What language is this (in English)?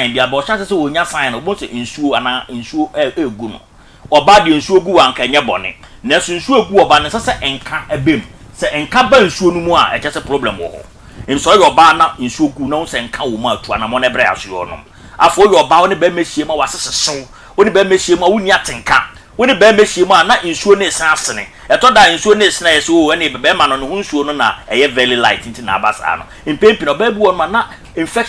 Akan